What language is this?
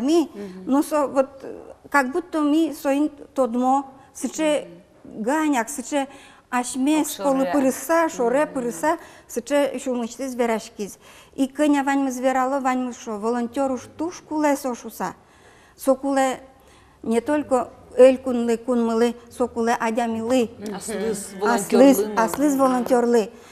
Udmurt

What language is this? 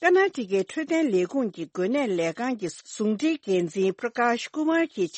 Tibetan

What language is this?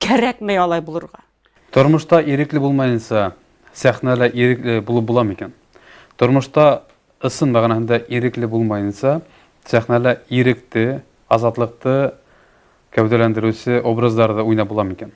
Bashkir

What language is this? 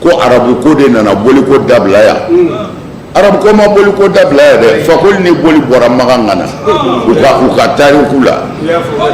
Bambara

